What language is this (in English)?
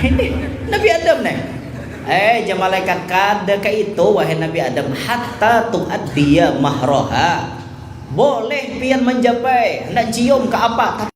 Banjar